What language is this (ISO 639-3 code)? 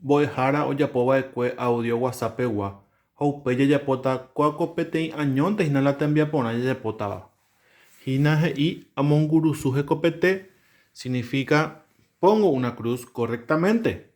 grn